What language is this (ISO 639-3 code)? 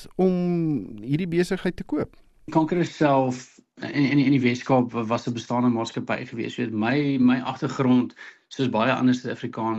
afr